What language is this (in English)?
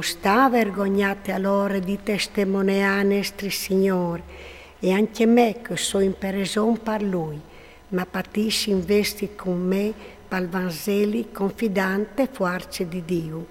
Friulian